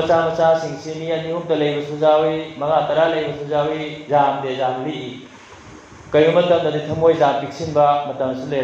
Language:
Manipuri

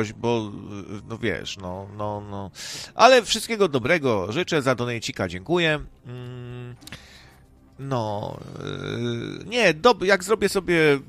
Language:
Polish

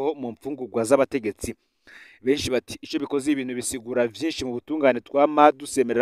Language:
Rundi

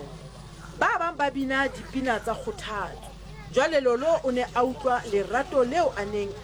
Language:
Southern Sotho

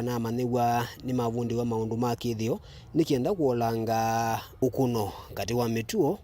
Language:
Kamba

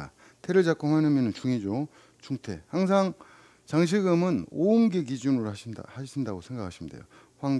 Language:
Korean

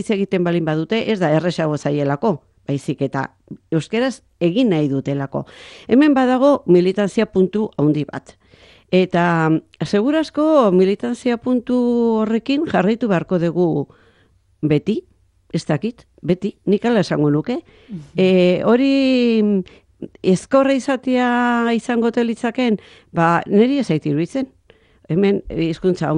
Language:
Basque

